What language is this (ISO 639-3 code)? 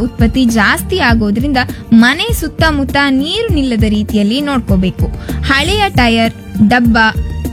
kan